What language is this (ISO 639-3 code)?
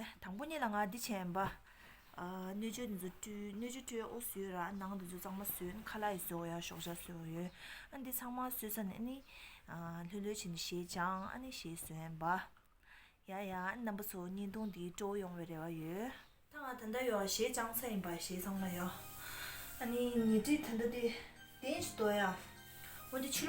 bod